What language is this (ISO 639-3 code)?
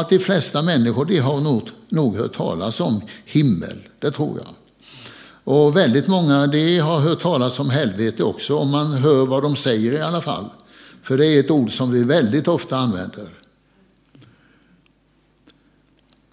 swe